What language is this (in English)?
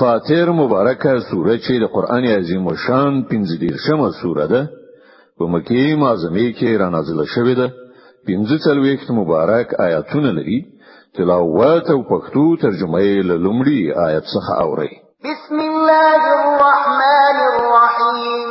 Pashto